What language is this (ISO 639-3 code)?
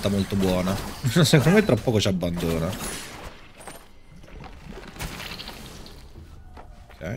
ita